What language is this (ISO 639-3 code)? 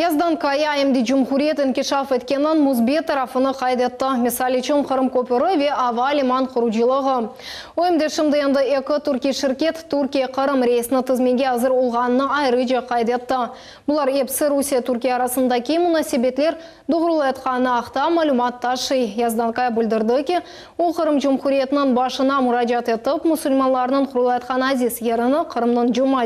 crh